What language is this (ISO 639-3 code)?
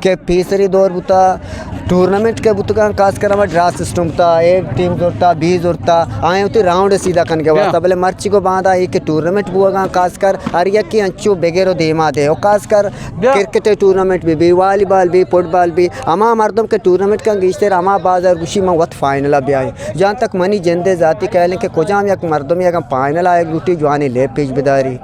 bgp